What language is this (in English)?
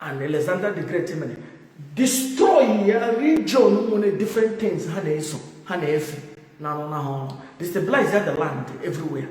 Igbo